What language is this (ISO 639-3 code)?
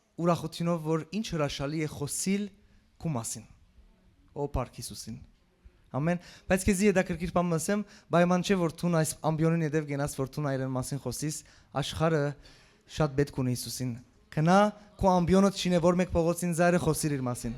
hyw